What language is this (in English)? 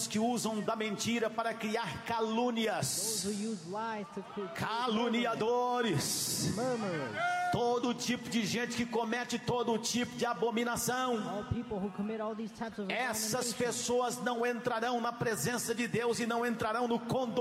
Portuguese